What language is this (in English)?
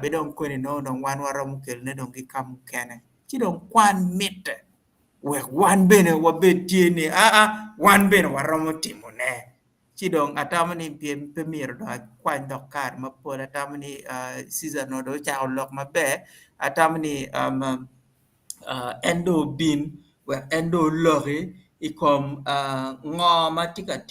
Acoli